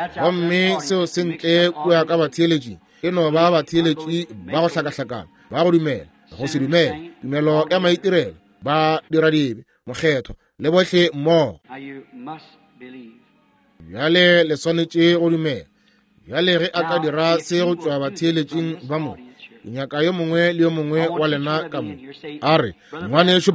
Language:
Northern Sotho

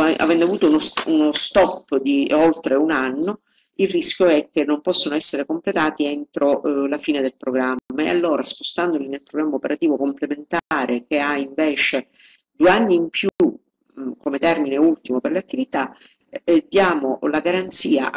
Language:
Italian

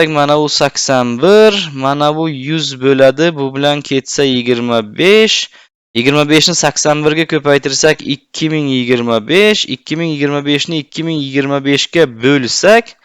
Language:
Uzbek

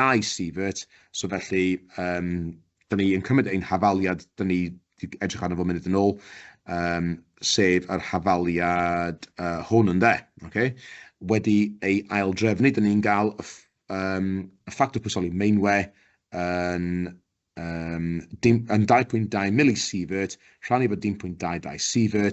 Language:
Welsh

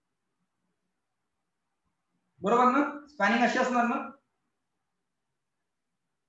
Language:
Marathi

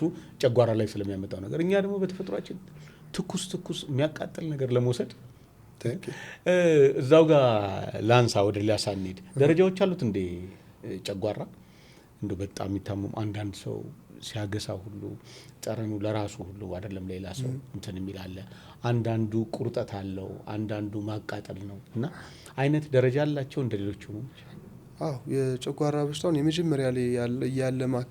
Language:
Amharic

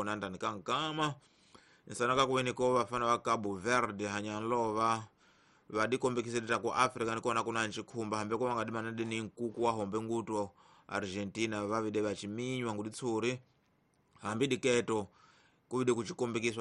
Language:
Tsonga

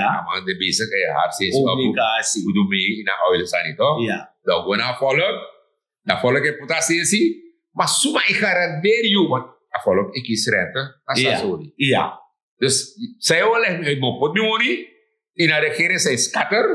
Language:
Sranan Tongo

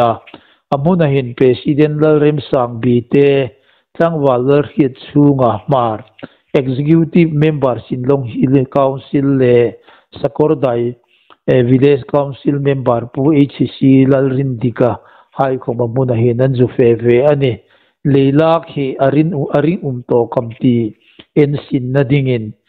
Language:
Hmar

